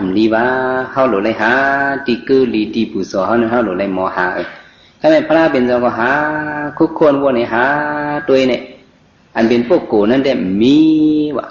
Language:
Shan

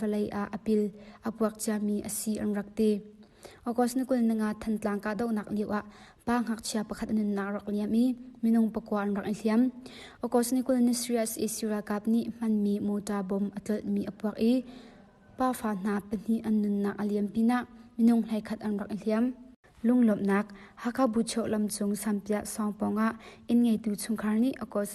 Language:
Hakha Chin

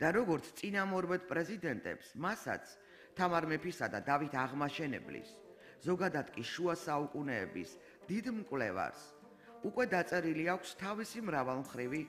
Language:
Georgian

